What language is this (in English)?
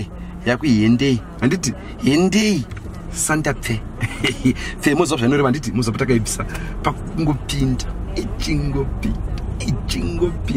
Shona